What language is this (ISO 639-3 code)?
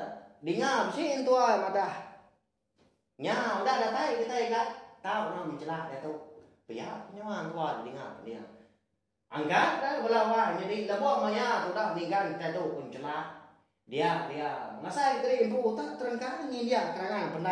iba